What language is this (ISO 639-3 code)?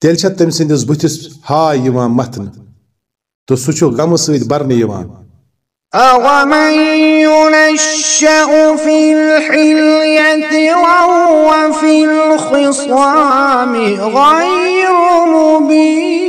kas